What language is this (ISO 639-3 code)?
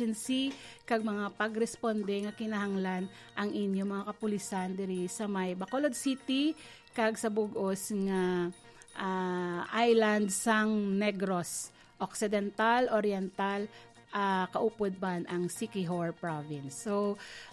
hil